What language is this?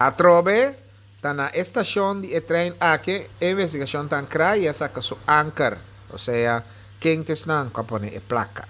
Papiamento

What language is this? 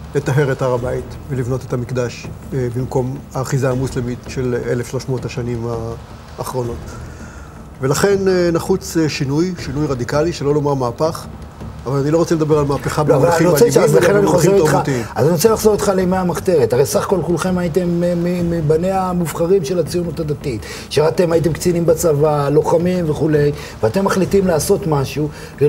Hebrew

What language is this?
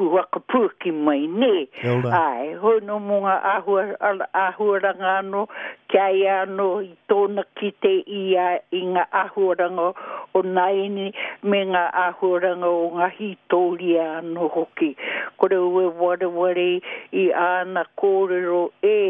Māori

